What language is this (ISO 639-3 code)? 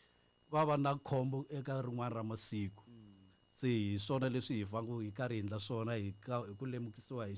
tso